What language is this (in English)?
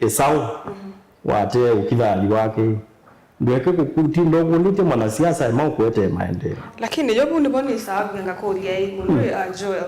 Kamba